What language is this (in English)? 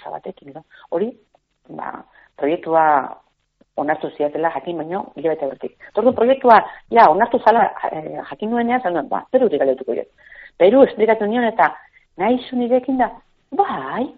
Basque